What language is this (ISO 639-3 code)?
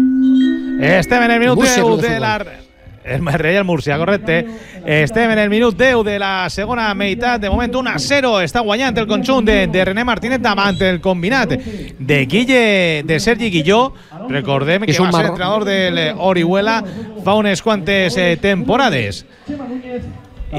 cat